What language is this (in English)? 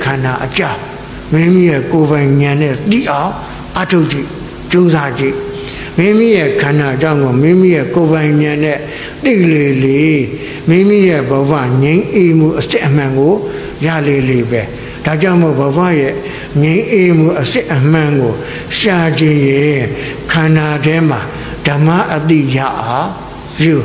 Burmese